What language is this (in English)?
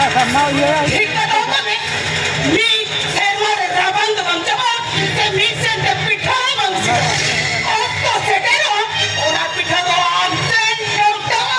Santali